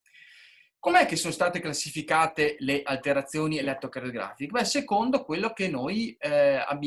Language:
Italian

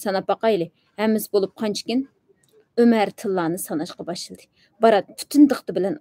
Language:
Uyghur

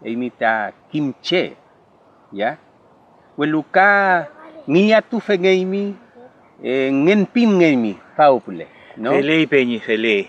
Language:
Mapuche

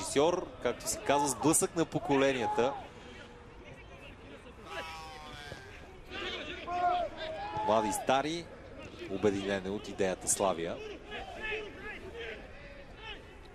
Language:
Bulgarian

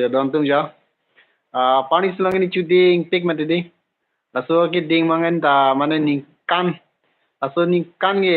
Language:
Karbi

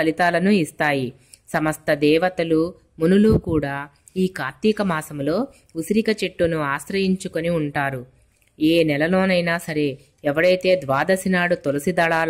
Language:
Telugu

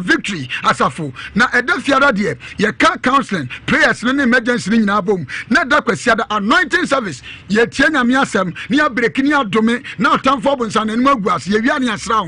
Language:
Akan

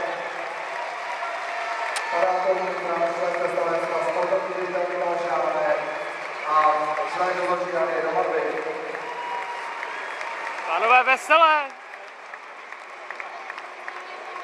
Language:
Czech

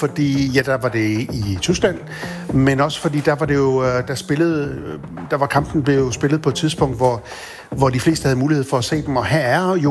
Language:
Danish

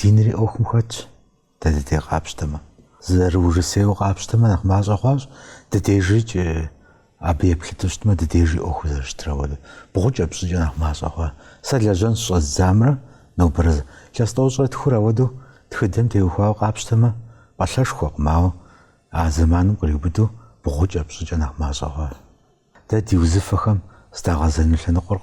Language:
Kabardian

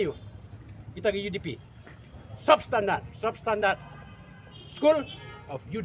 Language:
Khasi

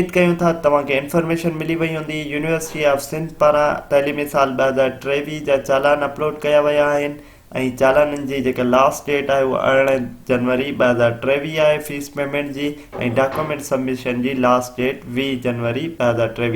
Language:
Sindhi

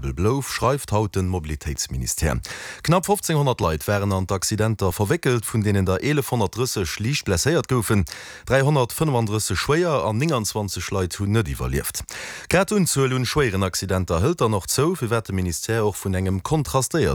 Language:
Luxembourgish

